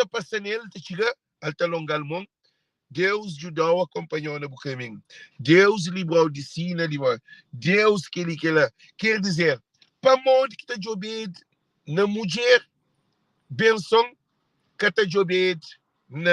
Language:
Kabuverdianu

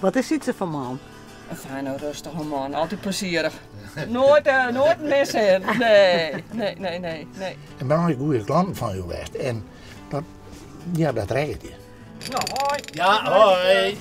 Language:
Western Frisian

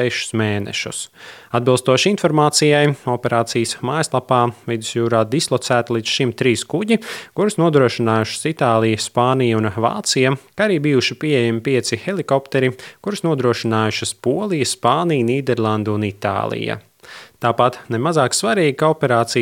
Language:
Latvian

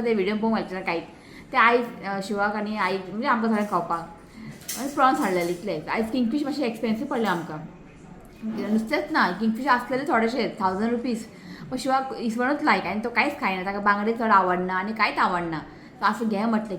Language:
Konkani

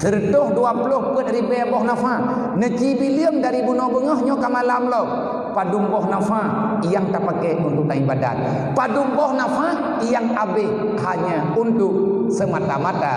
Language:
Achinese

